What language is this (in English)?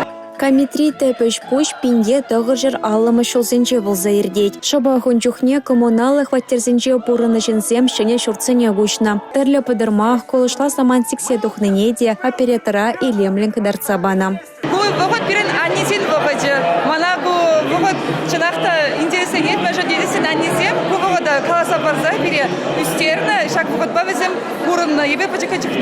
Chuvash